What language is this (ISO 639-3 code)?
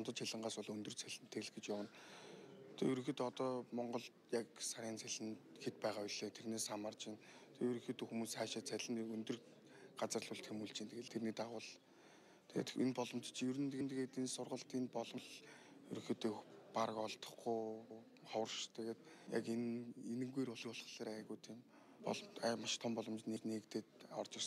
mon